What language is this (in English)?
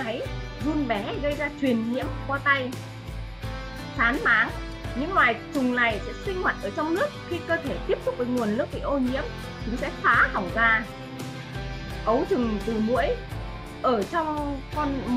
Vietnamese